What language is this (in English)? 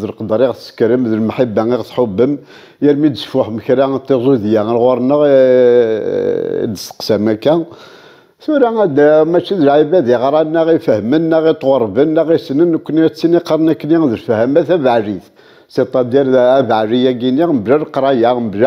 Kabyle